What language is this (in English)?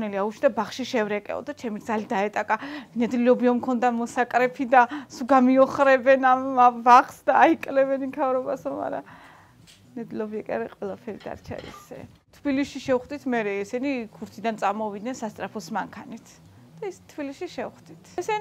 Georgian